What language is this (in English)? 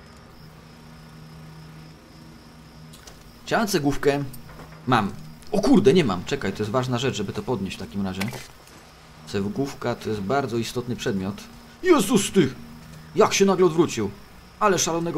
Polish